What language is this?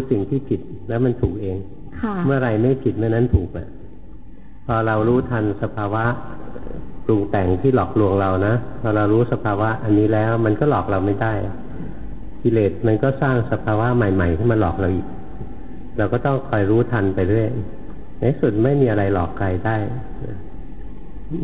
Thai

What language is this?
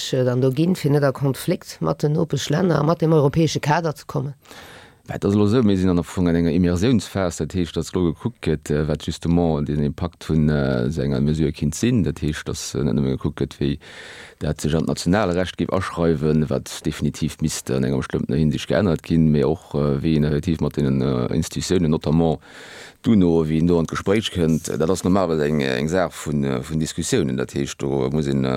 Luxembourgish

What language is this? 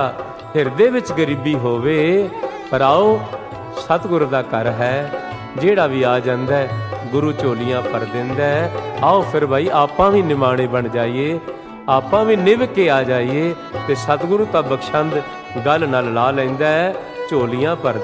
Punjabi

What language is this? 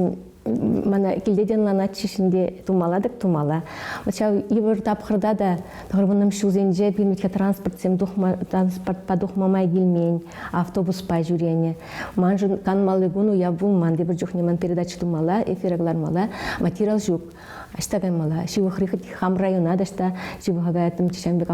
Chuvash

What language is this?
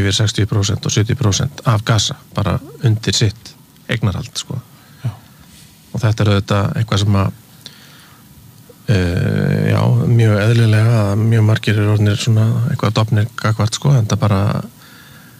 Icelandic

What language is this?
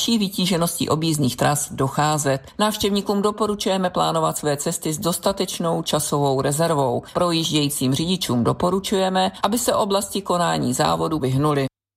Czech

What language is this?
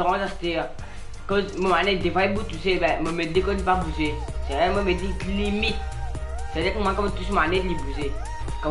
Morisyen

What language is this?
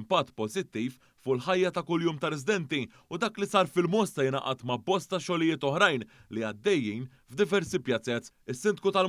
Maltese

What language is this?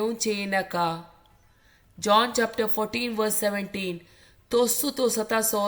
Konkani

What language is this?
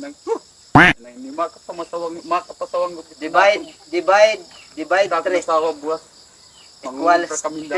Waray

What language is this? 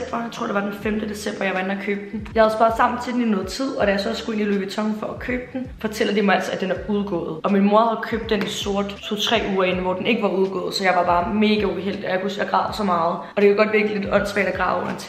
Danish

